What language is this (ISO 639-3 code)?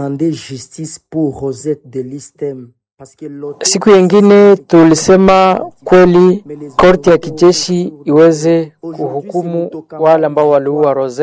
swa